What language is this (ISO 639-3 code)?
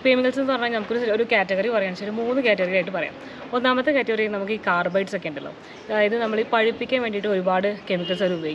mal